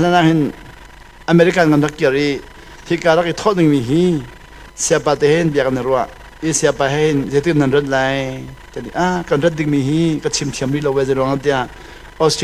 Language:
Hakha Chin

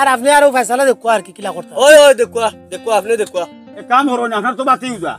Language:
Sylheti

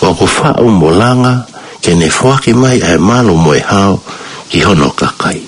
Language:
Tongan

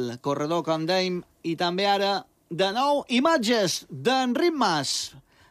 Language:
Catalan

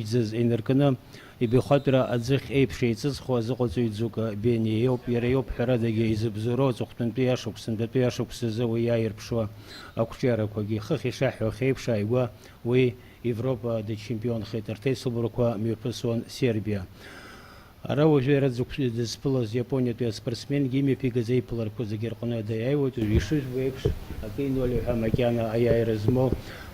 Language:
Abkhazian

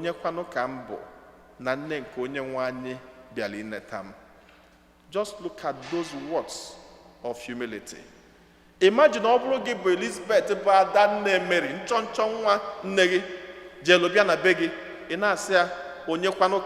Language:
Igbo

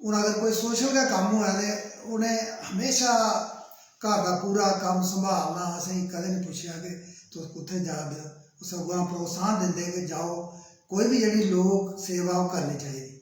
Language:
Dogri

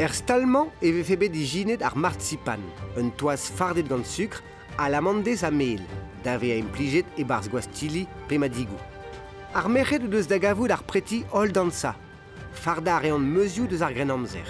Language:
Breton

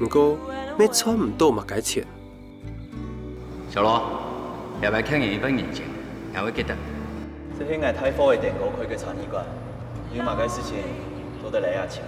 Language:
Hakka Chinese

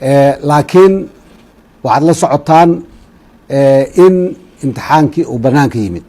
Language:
Somali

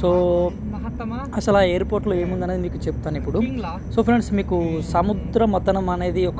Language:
Telugu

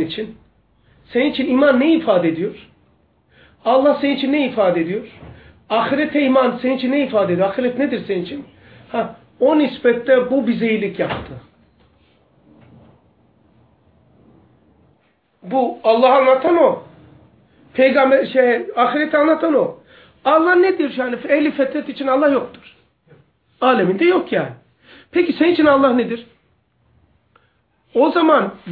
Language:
Turkish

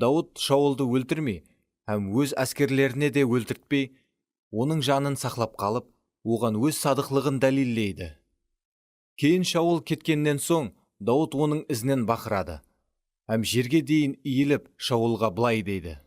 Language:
Kara-Kalpak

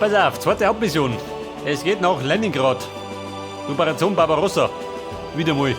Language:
Bavarian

